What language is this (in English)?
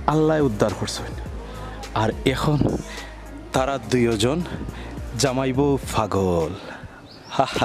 Sylheti